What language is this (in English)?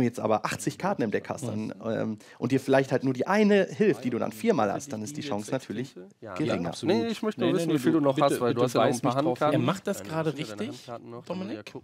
German